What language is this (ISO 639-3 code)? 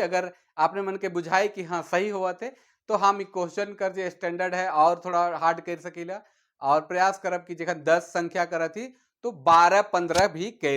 sck